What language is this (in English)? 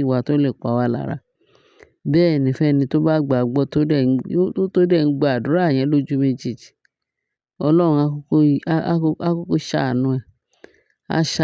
Yoruba